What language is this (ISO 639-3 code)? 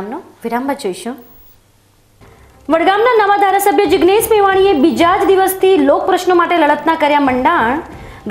guj